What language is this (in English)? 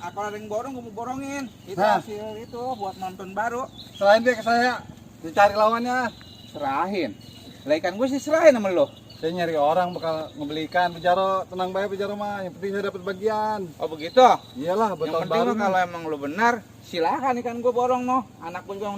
Betawi